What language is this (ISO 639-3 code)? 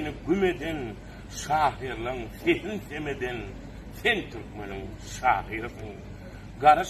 tuk